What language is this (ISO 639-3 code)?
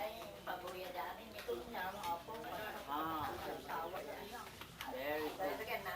ilo